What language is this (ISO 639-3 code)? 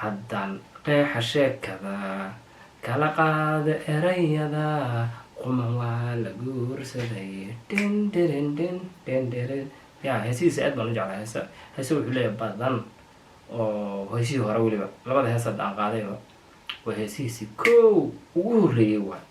som